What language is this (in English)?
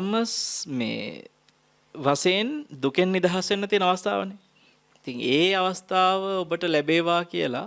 Sinhala